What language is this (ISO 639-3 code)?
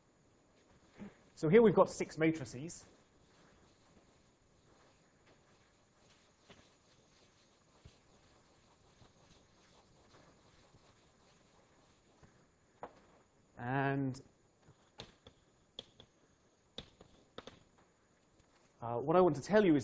eng